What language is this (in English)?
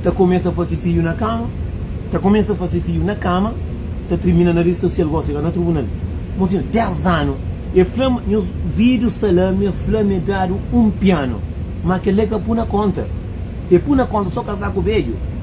Kabuverdianu